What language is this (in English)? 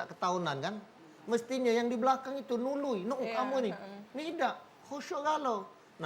Musi